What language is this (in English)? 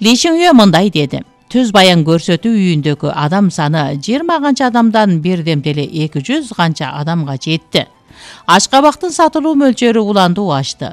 Kyrgyz